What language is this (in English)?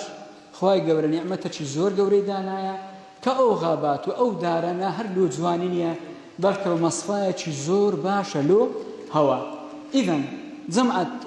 Central Kurdish